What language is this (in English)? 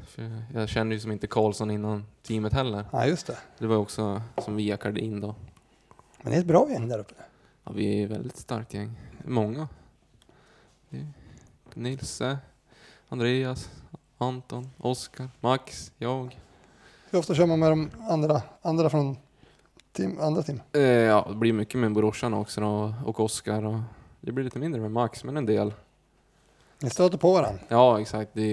Swedish